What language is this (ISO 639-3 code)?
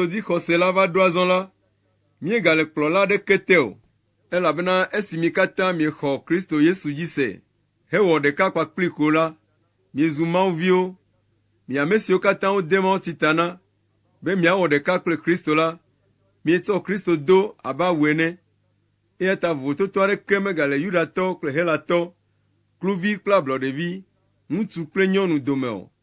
ewe